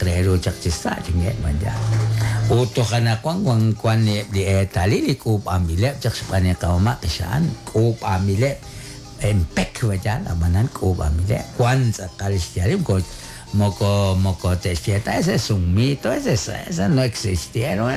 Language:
Kekchí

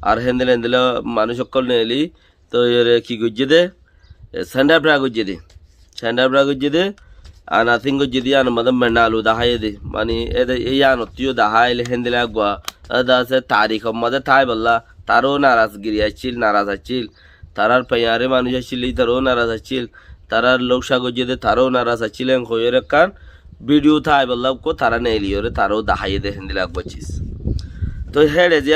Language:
Rohingya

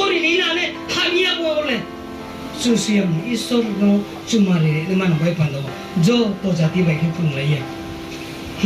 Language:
Riang (India)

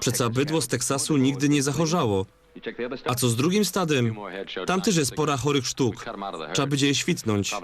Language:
Silesian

